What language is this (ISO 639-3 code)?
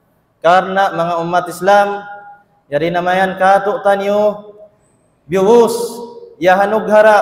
tsg